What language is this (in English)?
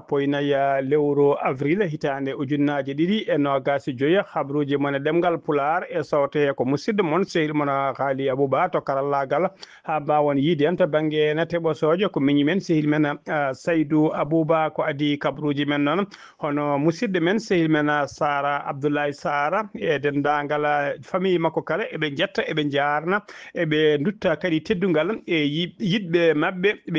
Fula